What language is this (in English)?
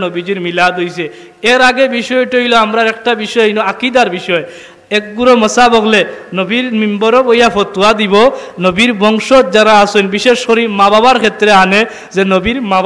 Sylheti